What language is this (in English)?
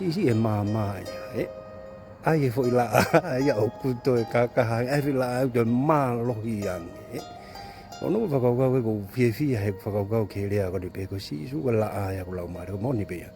Tongan